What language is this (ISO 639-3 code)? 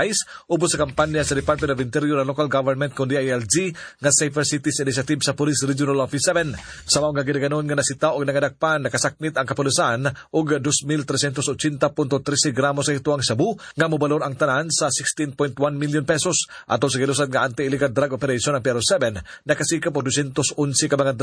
ceb